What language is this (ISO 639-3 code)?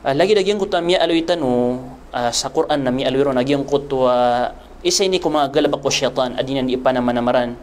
mrw